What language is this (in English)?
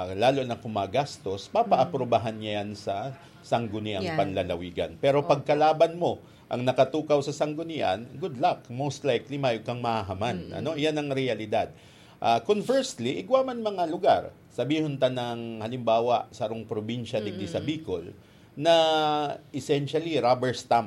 Bikol